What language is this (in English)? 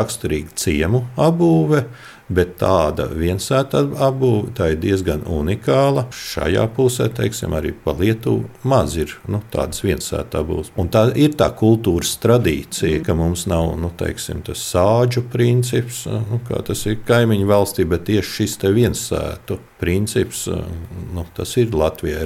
Latvian